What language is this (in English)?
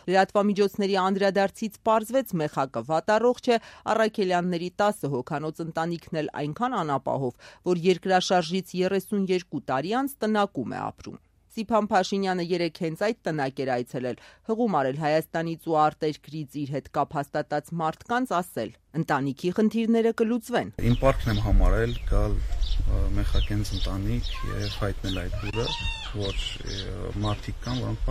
Armenian